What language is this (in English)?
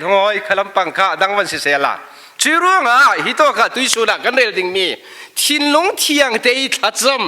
Falam Chin